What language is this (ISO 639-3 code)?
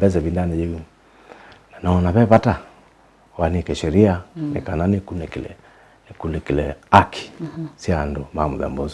kam